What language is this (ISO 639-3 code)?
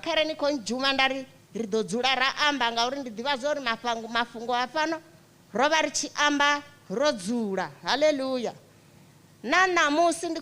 ven